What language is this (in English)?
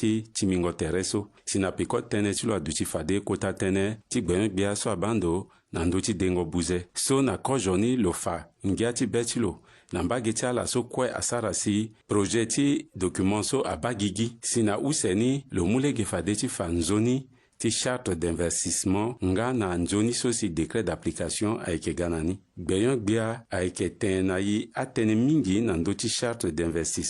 Sango